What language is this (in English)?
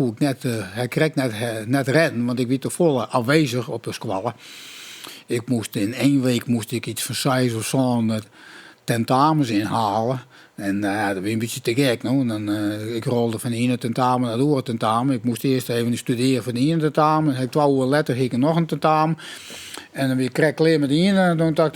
Western Frisian